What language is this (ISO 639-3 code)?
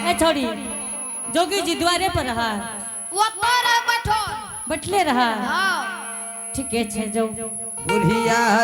anp